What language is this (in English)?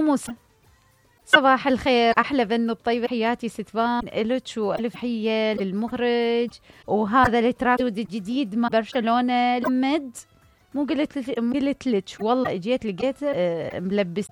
Mesopotamian Arabic